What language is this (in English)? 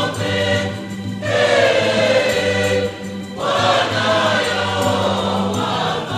Nyanja